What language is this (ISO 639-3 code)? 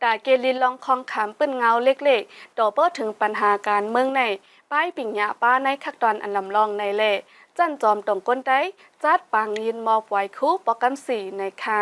shn